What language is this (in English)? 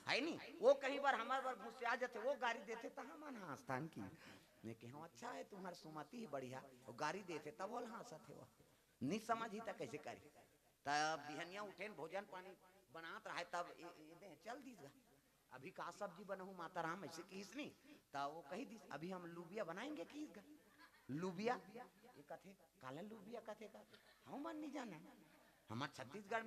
Chhattisgarhi